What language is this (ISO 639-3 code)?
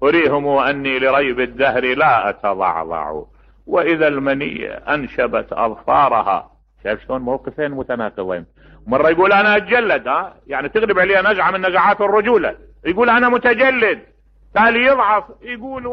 acm